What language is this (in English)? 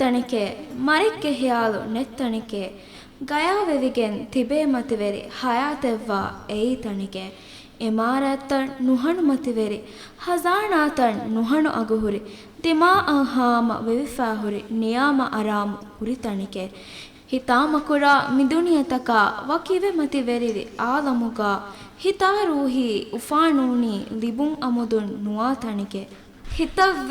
Divehi